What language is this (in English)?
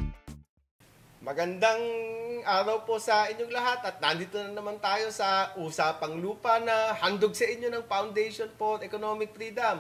Filipino